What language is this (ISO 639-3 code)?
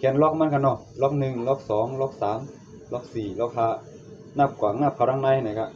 shn